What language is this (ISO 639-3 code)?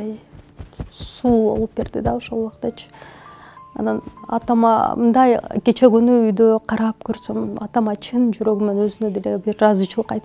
kir